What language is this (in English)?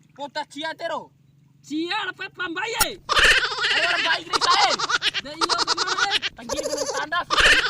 Bima